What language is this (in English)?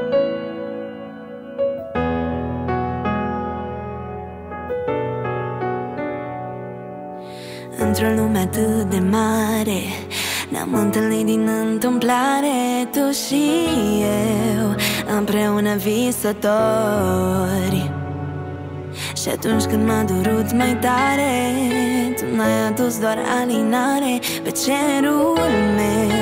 Romanian